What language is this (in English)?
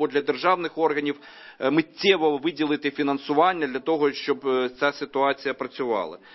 Ukrainian